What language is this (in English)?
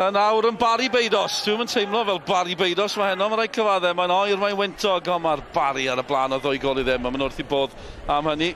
Welsh